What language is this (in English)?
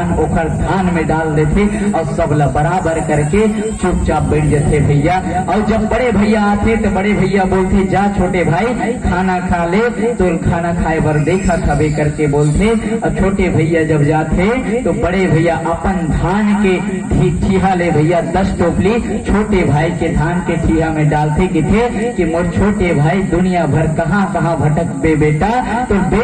Chhattisgarhi